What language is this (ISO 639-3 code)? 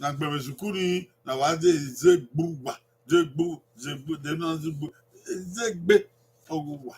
bin